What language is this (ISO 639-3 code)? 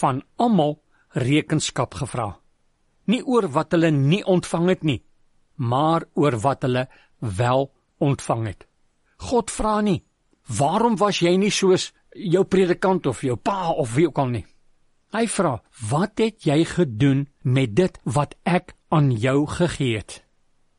afr